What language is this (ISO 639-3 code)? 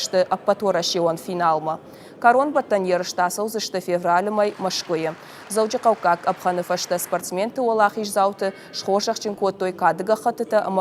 oss